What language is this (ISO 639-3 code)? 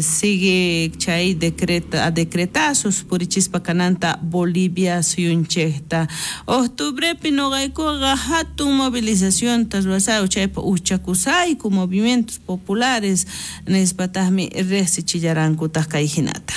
quh